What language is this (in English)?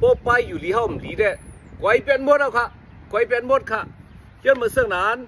Shan